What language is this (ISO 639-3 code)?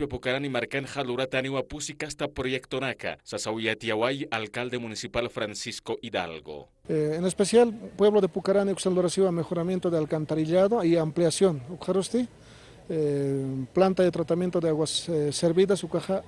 aym